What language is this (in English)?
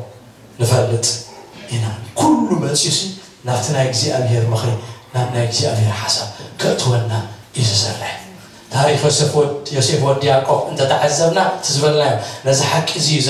Tigrinya